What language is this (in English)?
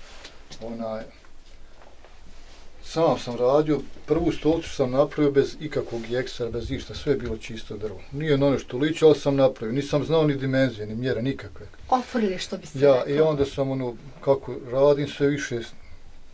Bosnian